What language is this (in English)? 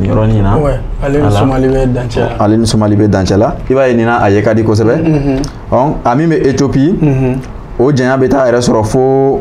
Bambara